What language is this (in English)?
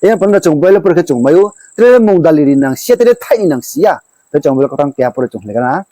Riang (India)